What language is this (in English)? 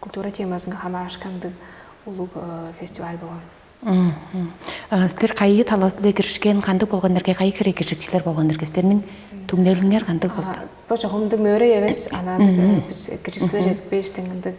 Tuvinian